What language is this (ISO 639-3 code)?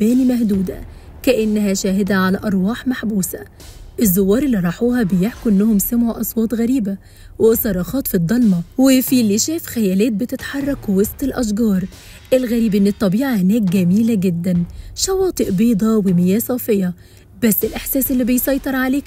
arz